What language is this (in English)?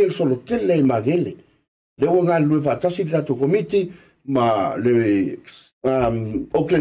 Samoan